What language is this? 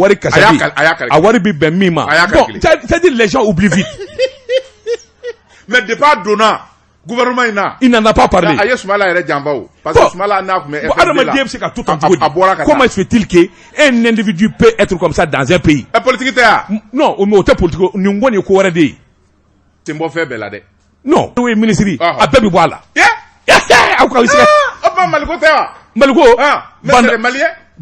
Bambara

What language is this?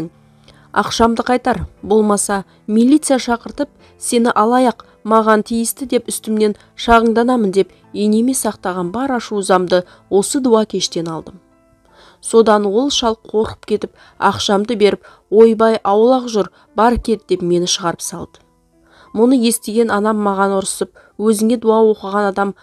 Kazakh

